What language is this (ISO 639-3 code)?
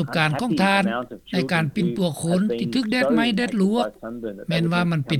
lao